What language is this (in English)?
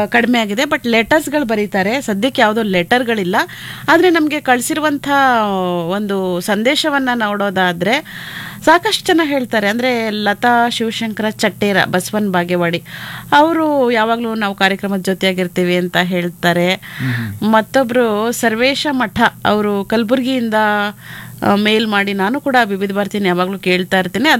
Kannada